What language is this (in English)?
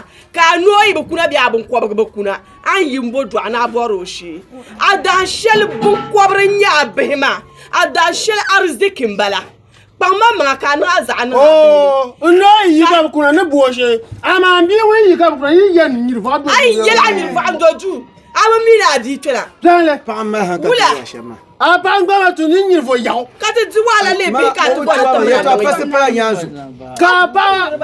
Dagbani